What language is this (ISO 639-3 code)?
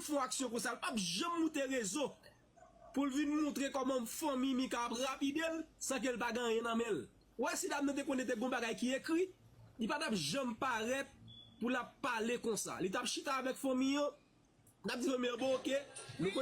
hat